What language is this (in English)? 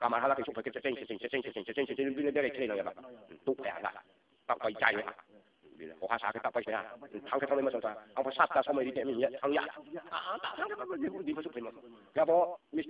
Riang (India)